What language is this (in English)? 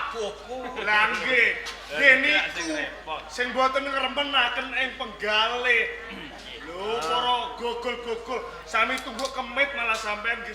Javanese